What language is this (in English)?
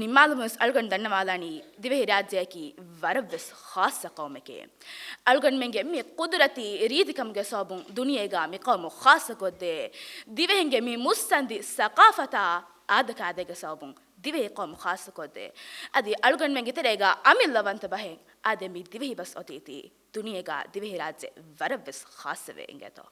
Divehi